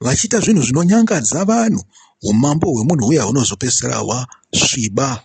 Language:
Shona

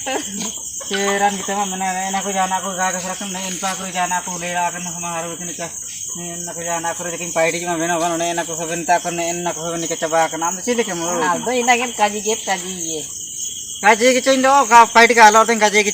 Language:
Ho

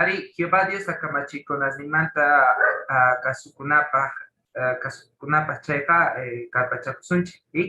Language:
Quechua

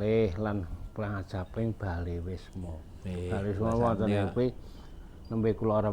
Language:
Javanese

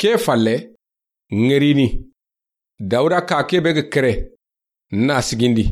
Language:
Soninke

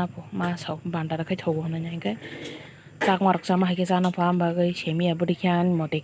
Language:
Kok Borok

